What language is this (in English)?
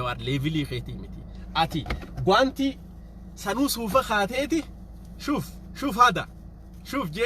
Oromo